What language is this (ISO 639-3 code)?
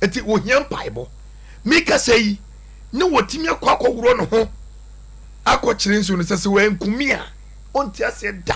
aka